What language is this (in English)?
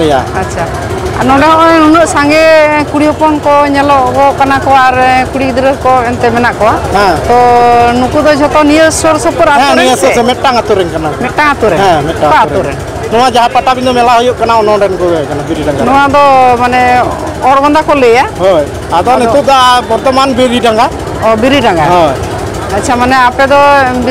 Santali